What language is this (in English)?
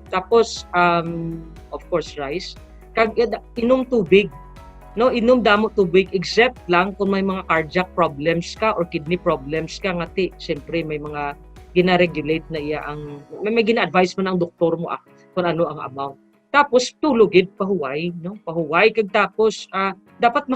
Hiligaynon